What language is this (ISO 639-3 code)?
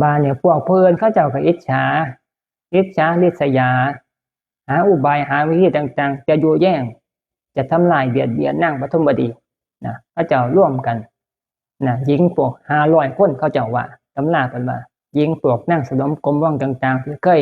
tts